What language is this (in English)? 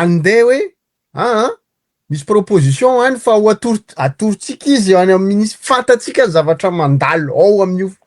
Malagasy